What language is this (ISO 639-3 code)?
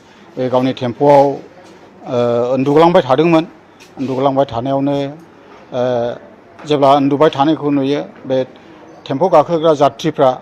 brx